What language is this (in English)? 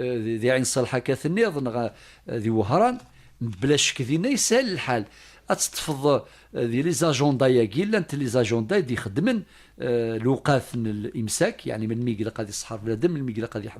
Kabyle